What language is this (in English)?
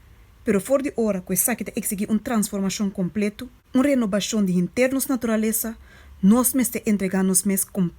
Papiamento